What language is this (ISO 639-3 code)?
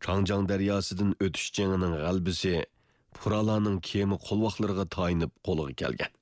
uig